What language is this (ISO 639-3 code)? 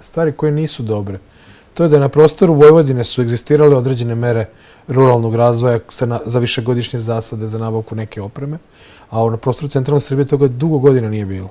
srp